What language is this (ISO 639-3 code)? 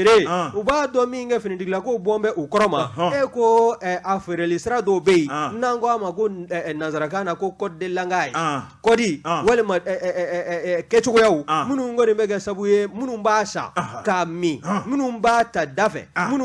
bam